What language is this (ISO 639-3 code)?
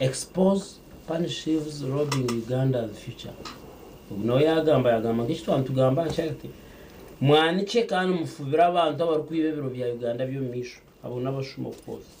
nyn